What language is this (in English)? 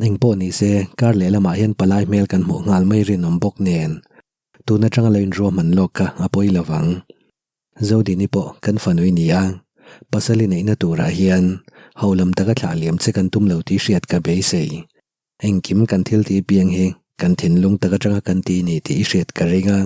Mizo